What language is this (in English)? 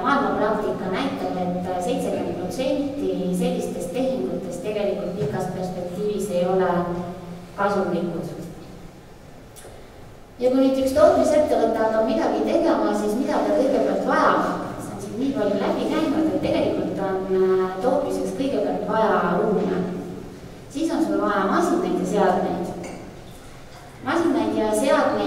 Estonian